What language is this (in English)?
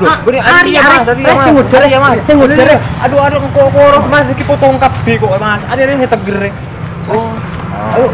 Madurese